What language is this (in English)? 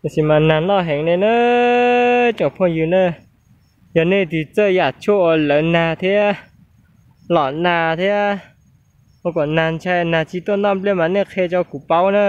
Hmong